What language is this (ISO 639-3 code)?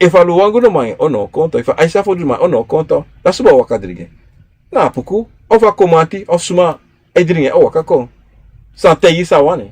srn